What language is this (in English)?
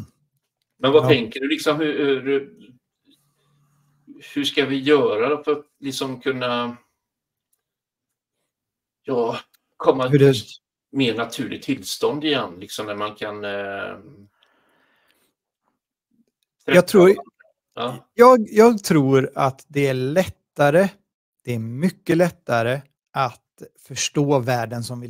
Swedish